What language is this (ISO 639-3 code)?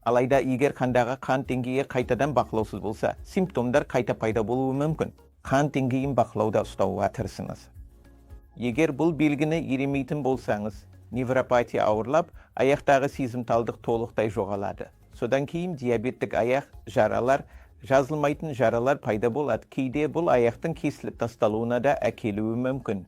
kaz